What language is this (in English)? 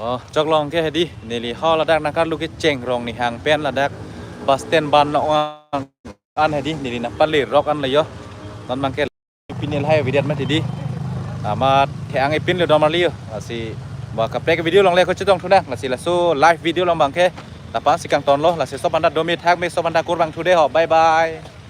Karbi